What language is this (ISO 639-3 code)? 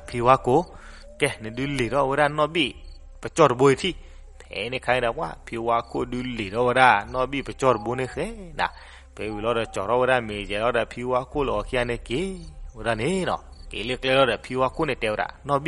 ksw